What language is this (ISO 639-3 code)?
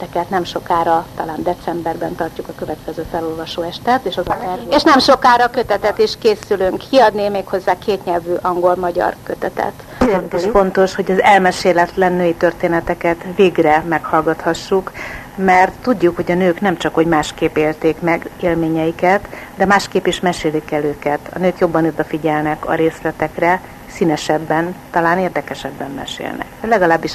hun